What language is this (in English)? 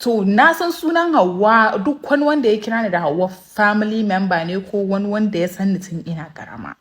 Hausa